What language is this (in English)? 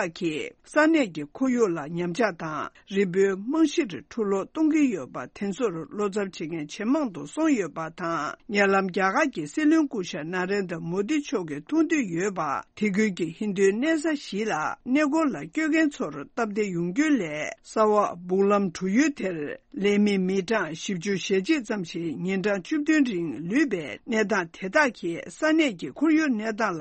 Tibetan